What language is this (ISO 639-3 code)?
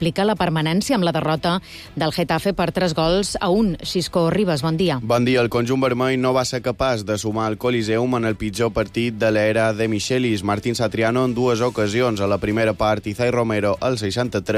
cat